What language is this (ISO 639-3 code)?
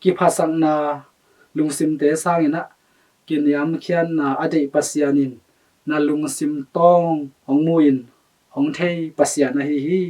ctd